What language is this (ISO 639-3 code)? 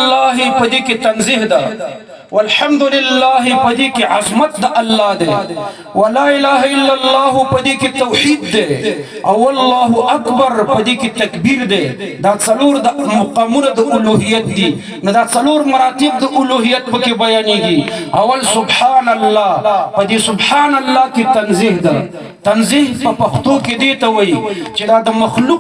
pus